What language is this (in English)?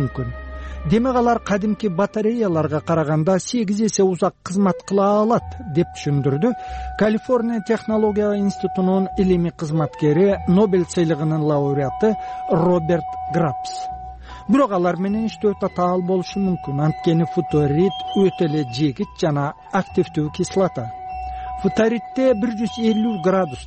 Kyrgyz